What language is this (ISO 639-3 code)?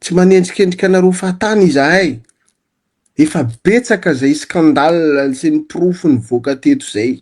mlg